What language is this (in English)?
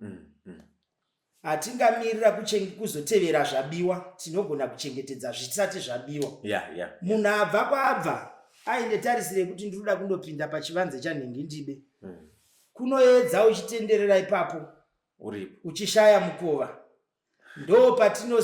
Shona